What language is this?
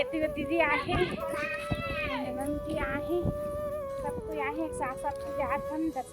Chhattisgarhi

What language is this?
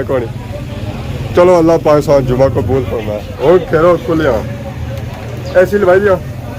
Pahari-Potwari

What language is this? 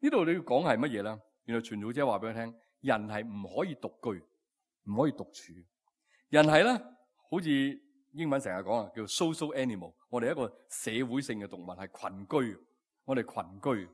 Cantonese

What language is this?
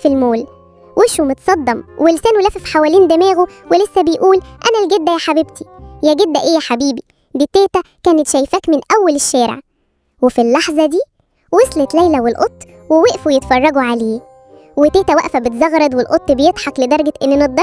Egyptian Arabic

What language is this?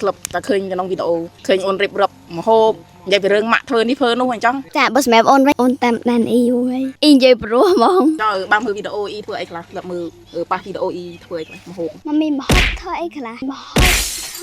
Khmer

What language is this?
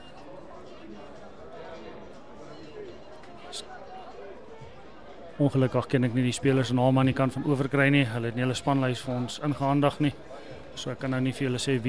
Afrikaans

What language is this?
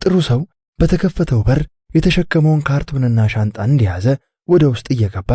Amharic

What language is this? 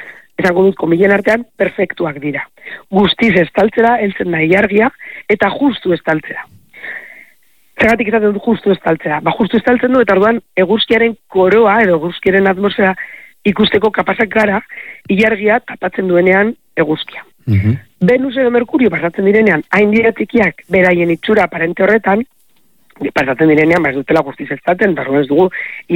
Basque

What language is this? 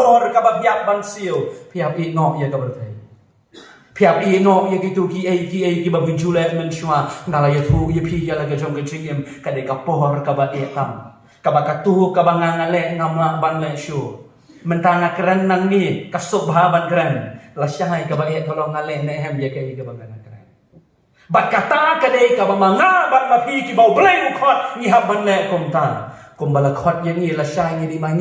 Khasi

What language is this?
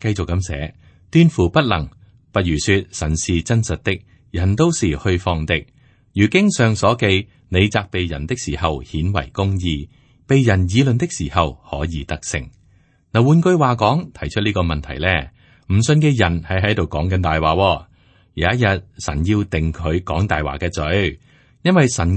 Cantonese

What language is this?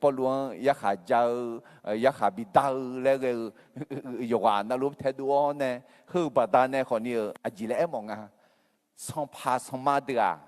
Akha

